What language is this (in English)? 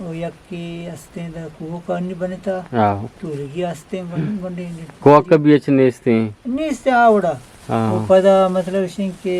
Eastern Balochi